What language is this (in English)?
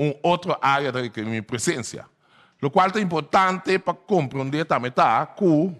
Papiamento